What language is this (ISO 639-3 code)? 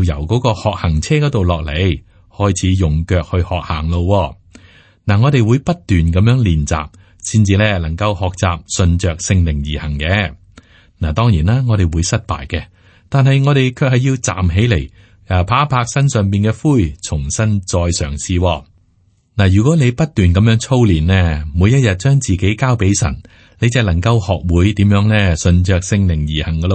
yue